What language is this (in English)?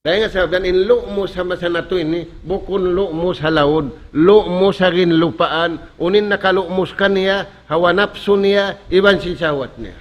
Tausug